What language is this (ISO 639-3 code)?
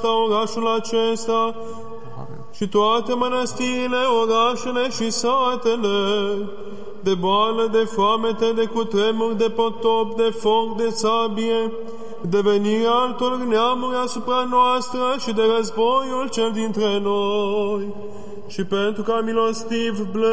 ron